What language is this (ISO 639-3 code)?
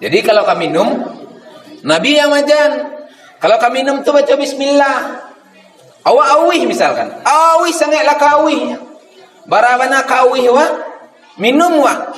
min